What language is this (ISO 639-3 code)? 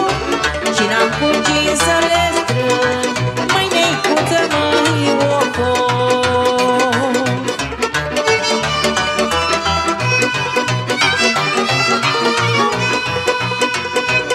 ron